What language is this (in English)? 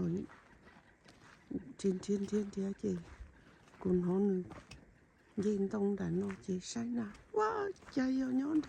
Hmong